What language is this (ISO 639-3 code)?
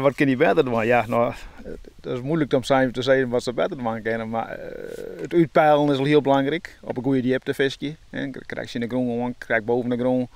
fry